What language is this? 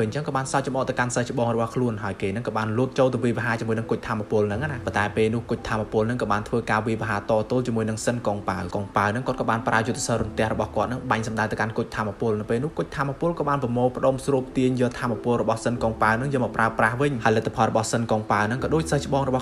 Khmer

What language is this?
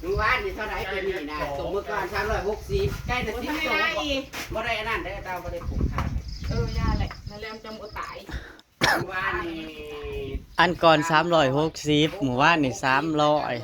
Northeastern Thai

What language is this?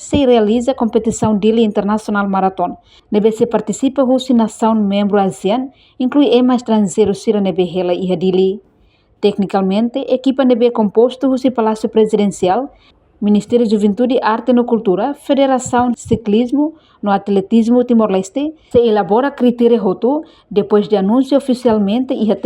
Tetum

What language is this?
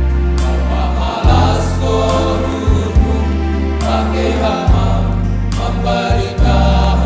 Batak Simalungun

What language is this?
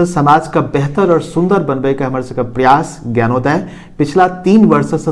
Maithili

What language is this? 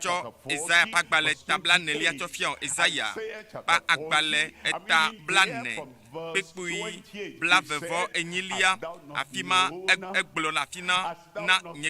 Ewe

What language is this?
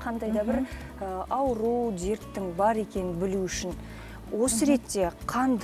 Kazakh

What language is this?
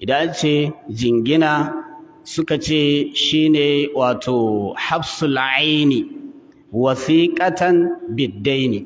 Hausa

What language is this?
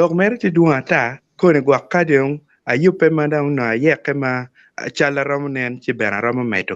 Acoli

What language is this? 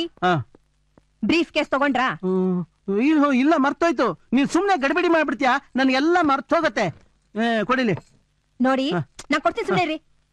Kannada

